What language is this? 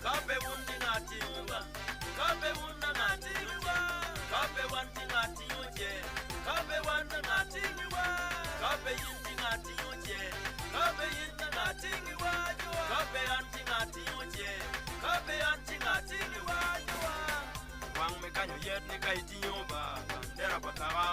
Acoli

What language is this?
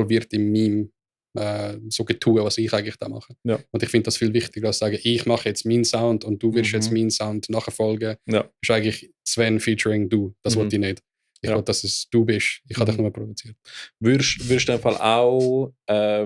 Swiss German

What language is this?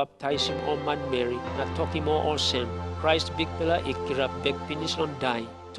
Tok Pisin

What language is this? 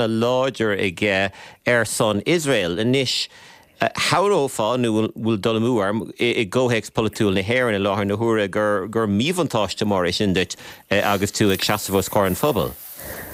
Irish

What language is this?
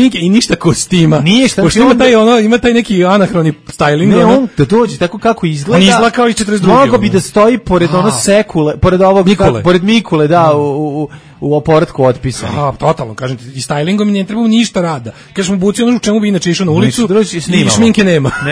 Serbian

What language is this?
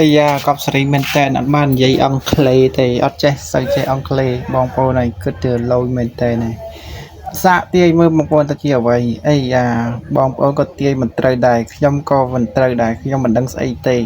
Khmer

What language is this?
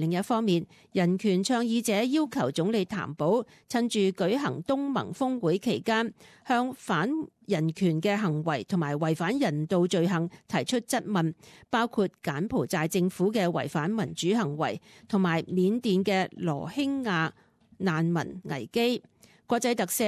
Cantonese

